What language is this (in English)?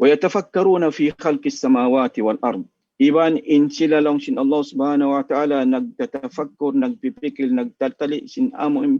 Tausug